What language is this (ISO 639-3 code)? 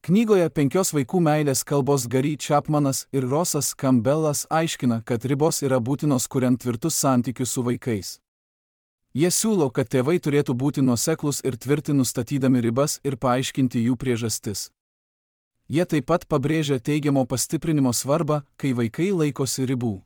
lit